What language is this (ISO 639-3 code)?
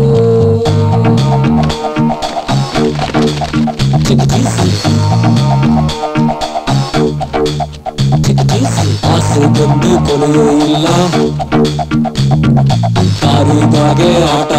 kan